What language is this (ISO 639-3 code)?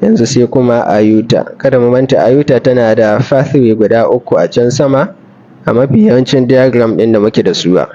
hau